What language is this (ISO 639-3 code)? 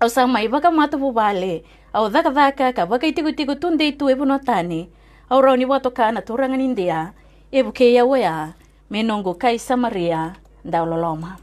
fij